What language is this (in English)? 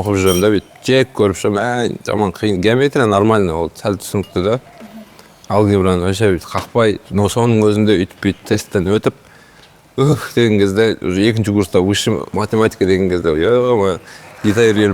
Kazakh